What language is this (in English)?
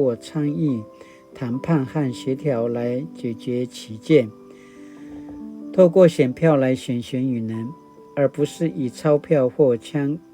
Paiwan